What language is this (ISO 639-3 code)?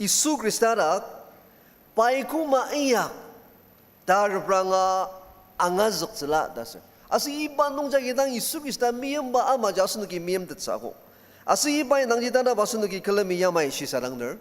njo